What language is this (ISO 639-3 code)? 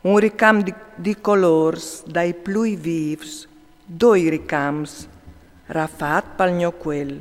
fur